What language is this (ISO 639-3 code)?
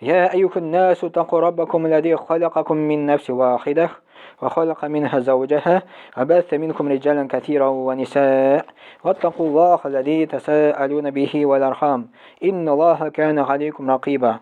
tat